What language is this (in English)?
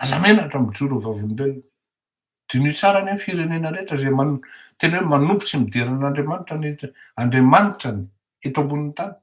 Malagasy